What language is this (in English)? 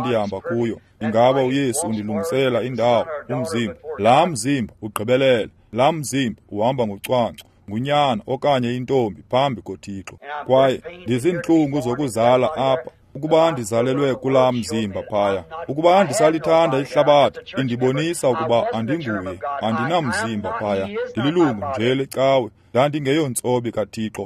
Xhosa